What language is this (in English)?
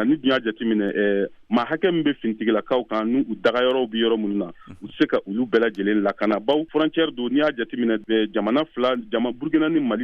Bambara